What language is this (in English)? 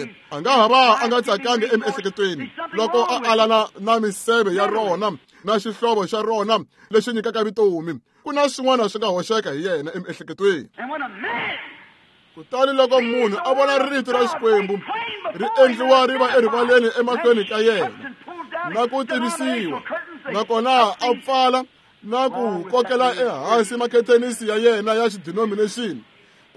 Tsonga